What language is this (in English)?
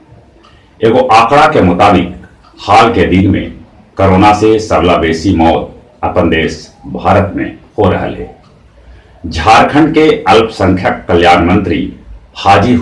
Magahi